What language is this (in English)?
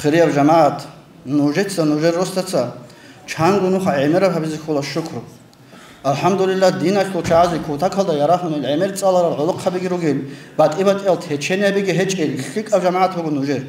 Avaric